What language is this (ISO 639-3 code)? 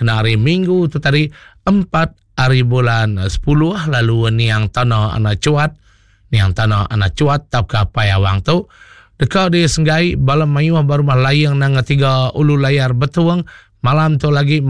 iba